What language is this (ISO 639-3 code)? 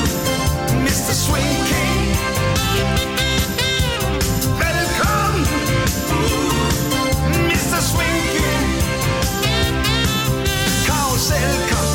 dan